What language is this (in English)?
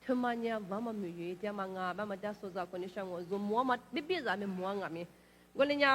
Lisu